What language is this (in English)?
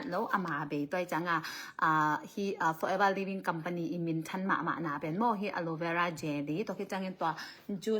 Tedim Chin